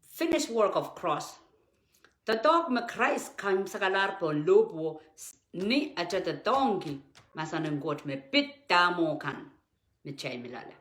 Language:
Pohnpeian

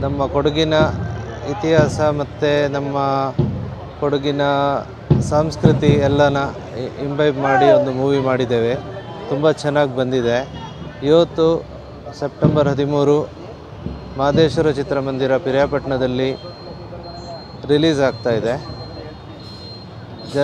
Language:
Kannada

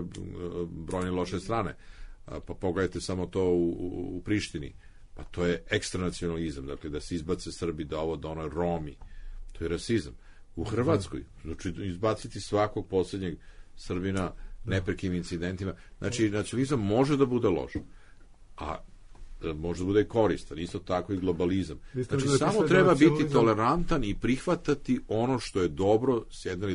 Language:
Serbian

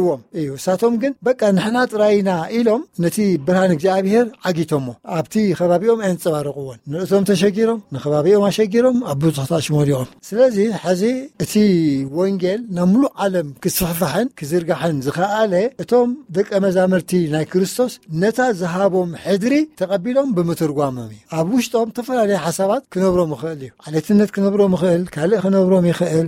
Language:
Tigrinya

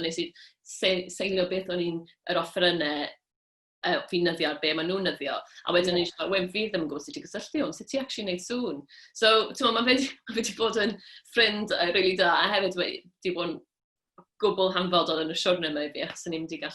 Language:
Welsh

